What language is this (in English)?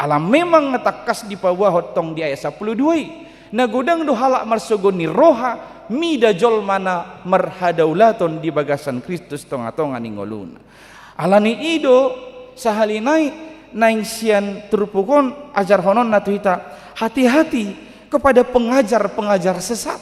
Batak Toba